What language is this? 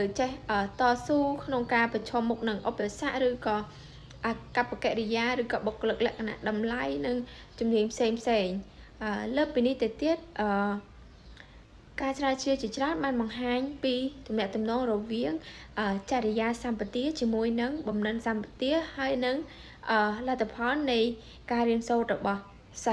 Khmer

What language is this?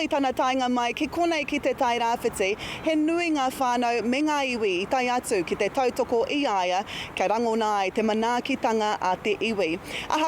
Māori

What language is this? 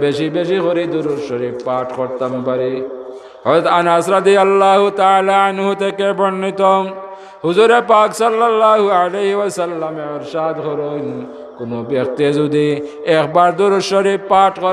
Sylheti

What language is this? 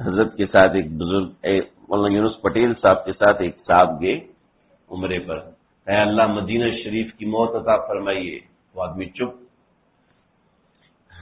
Urdu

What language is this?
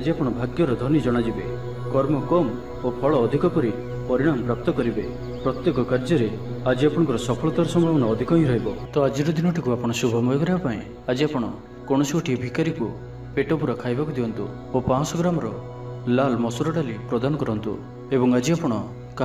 Odia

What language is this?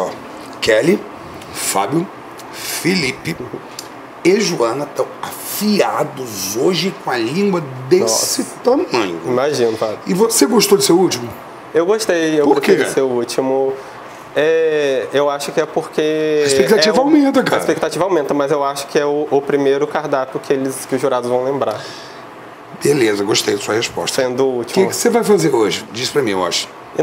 Portuguese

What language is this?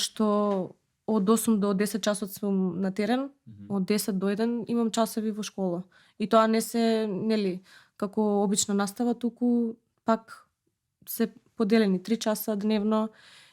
Macedonian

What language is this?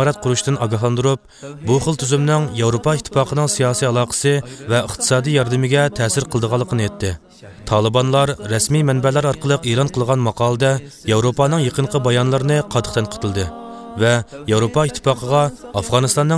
Uyghur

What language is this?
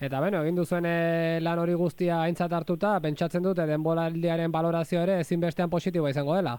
Basque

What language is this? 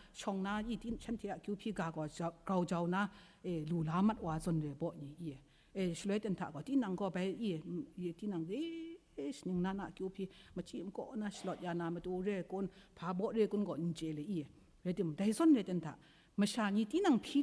Kachin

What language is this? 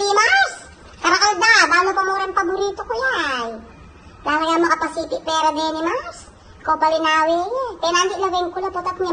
Pampanga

